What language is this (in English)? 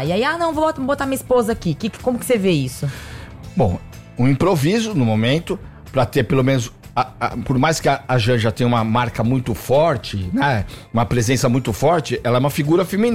Portuguese